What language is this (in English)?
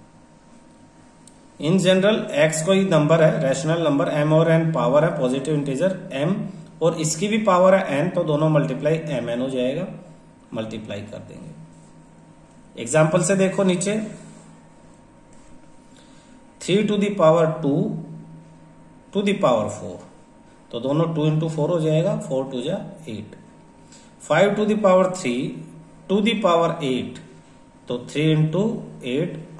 Hindi